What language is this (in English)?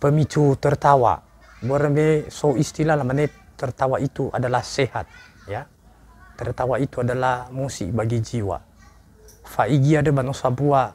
Nias